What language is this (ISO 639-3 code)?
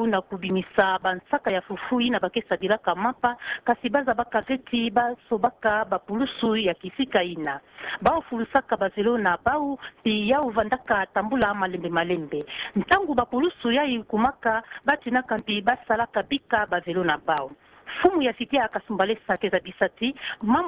ktu